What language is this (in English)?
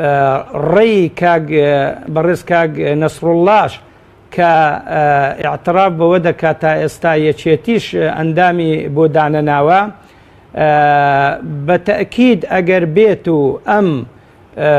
Central Kurdish